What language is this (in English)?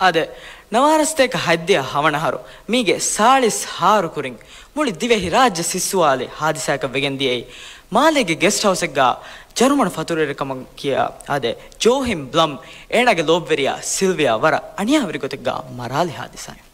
Divehi